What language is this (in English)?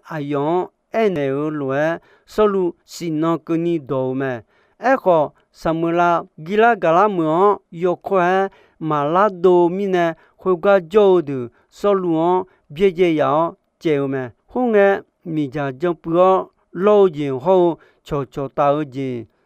Akha